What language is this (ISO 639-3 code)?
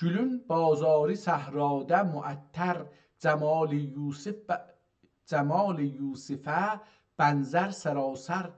azb